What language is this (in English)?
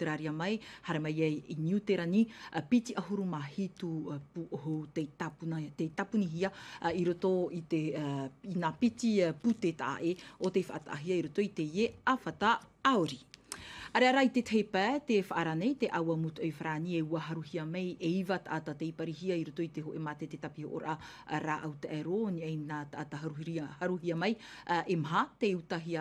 Tahitian